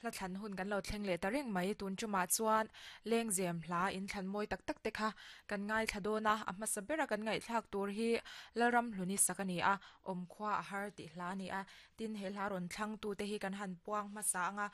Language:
Mizo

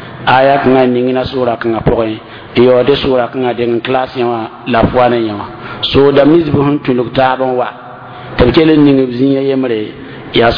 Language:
Mossi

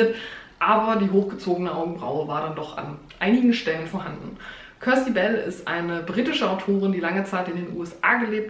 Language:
German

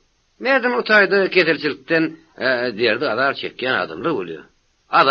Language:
Turkmen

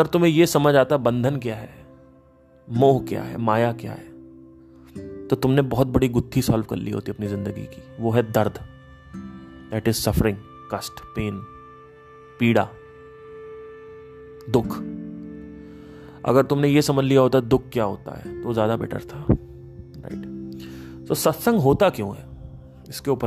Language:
Hindi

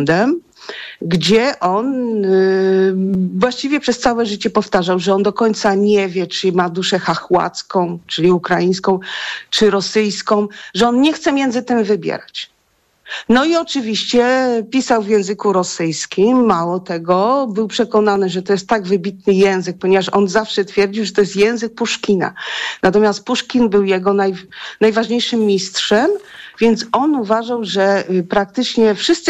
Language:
Polish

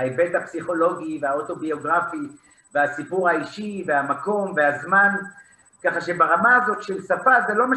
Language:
Hebrew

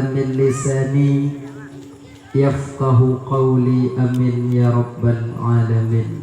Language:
Achinese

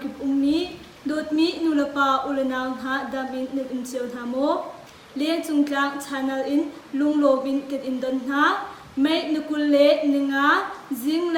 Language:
Hakha Chin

